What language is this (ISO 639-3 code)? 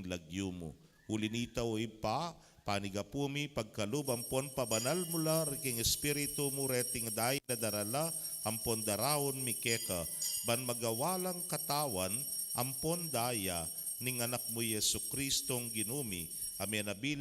pam